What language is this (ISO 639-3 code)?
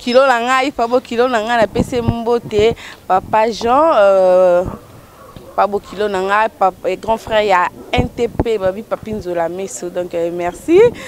lin